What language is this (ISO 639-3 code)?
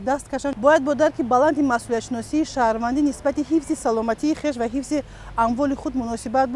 tgk